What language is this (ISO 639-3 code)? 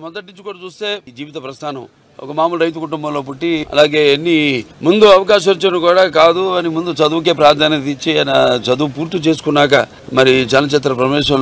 tel